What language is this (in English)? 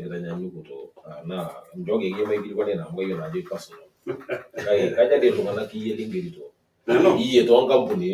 Masai